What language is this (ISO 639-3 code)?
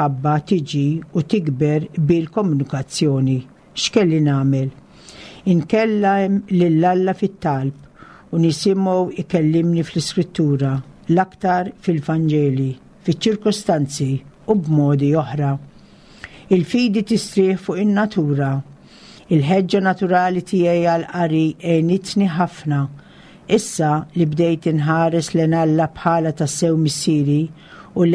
mlt